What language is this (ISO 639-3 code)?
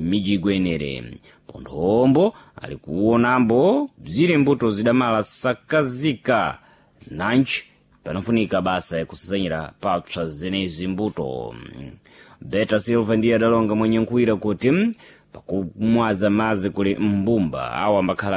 seh